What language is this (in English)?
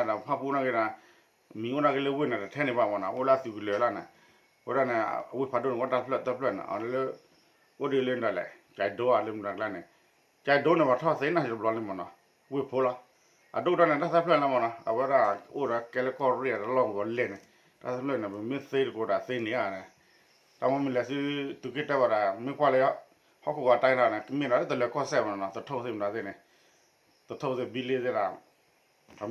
S'gaw Karen